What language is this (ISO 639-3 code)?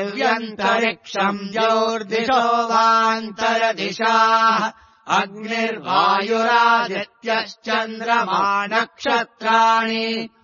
san